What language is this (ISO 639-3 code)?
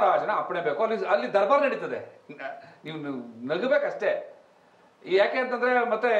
kan